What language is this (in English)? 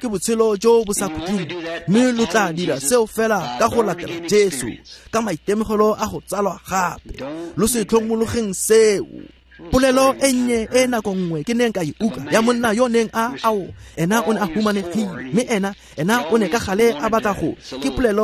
Tswana